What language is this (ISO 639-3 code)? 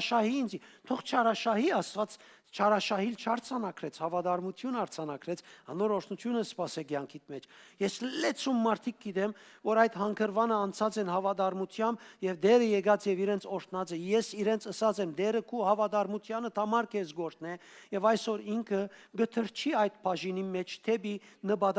hyw